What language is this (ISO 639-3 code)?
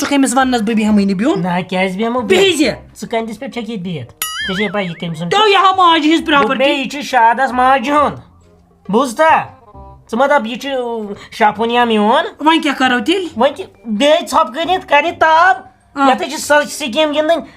kas